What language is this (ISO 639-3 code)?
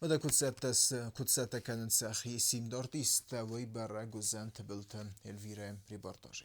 oss